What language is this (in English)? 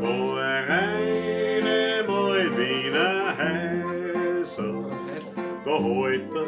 Bavarian